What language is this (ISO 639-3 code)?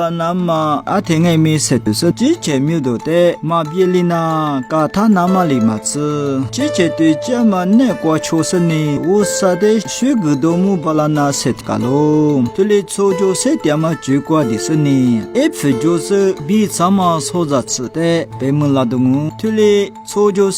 lis